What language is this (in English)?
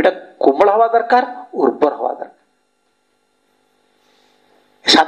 Odia